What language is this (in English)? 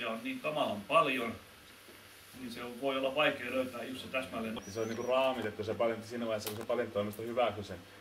Finnish